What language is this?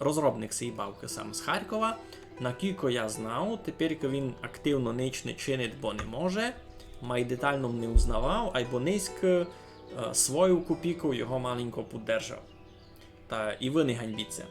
Rusyn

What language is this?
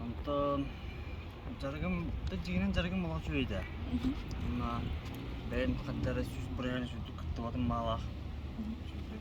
Yakut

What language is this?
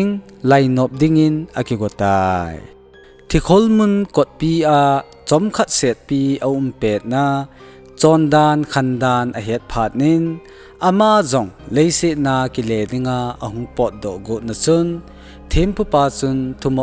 Thado Chin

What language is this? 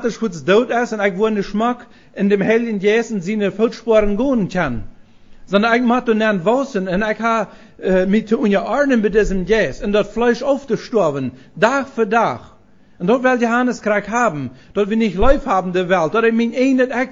Plautdietsch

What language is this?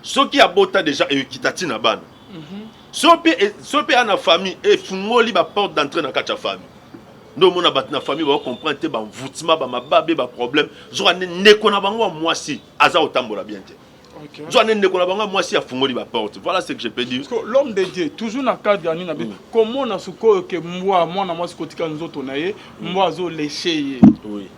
Lingala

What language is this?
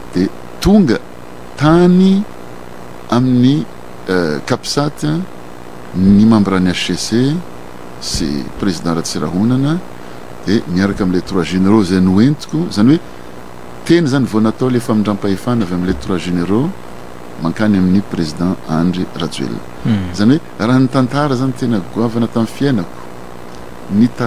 Malagasy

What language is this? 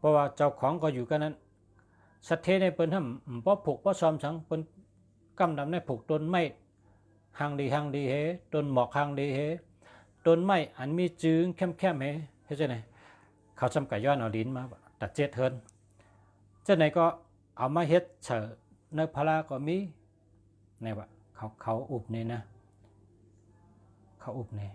Shan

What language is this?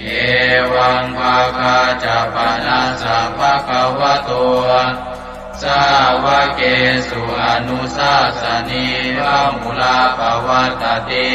Pali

